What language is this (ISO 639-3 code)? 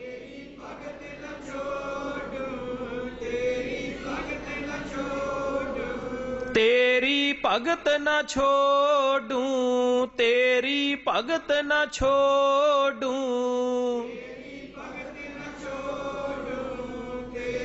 pan